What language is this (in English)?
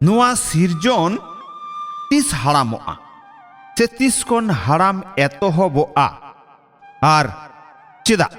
Santali